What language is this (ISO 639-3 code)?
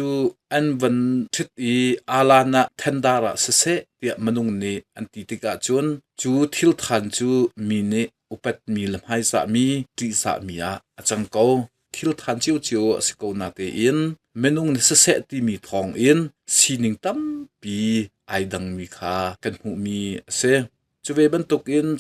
cnh